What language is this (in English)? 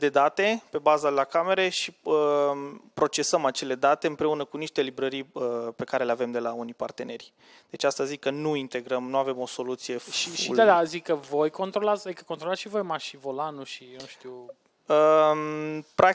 Romanian